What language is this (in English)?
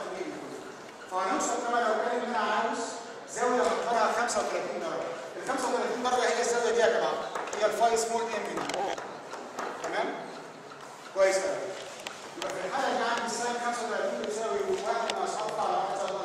Egyptian Arabic